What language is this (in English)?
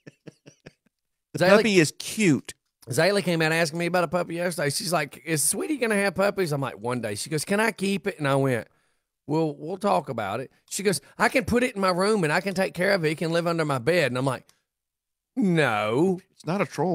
English